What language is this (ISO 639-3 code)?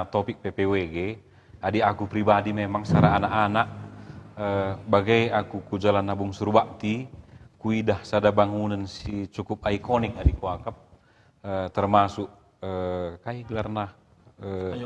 btx